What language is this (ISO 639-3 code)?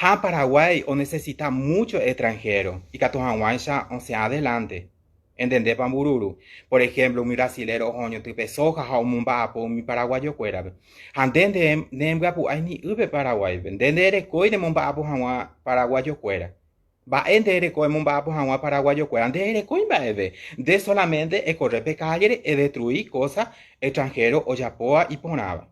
grn